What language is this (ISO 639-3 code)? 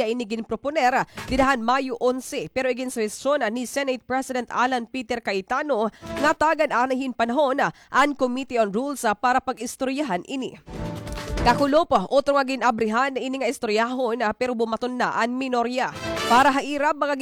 war